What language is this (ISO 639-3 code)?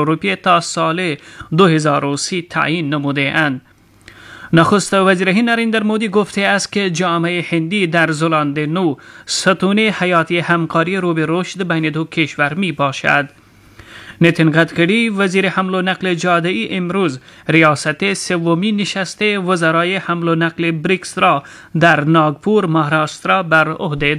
fas